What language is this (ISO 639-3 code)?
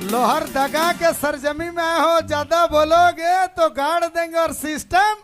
sck